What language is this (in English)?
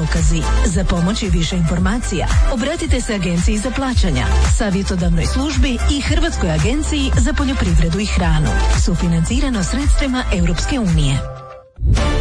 Croatian